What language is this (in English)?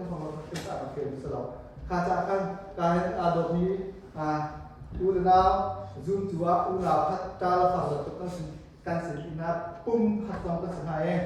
Hakha Chin